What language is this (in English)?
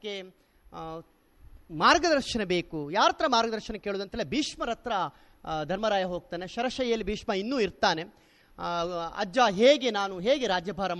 Kannada